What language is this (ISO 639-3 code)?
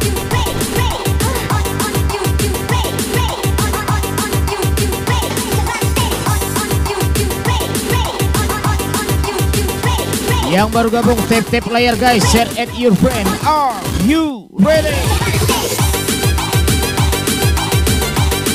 ind